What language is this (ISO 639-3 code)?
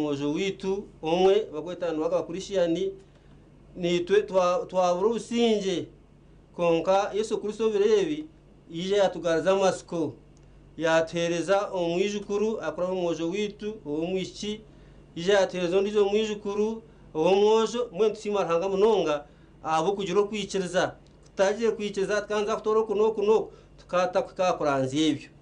nyn